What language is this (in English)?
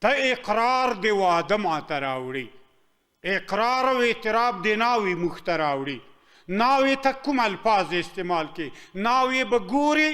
Pashto